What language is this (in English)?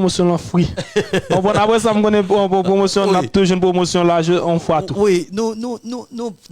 Haitian Creole